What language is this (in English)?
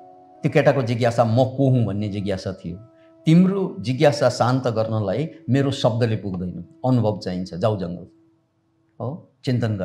Nepali